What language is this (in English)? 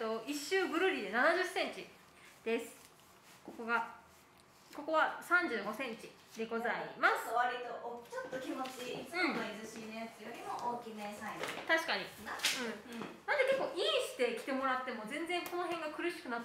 Japanese